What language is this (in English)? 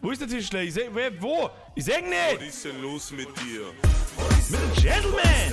Bavarian